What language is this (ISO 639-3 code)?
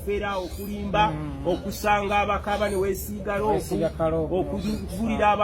lug